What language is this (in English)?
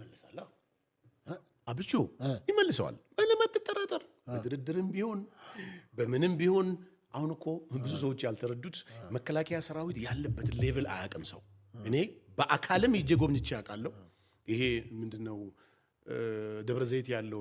Amharic